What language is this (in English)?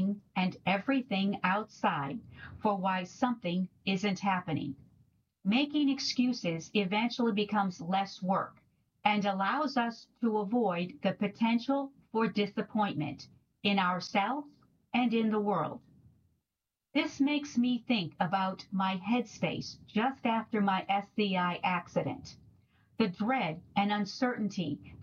English